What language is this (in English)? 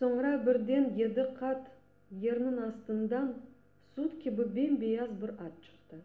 Crimean Tatar